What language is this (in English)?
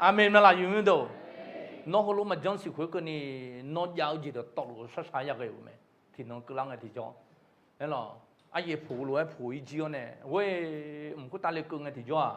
Akha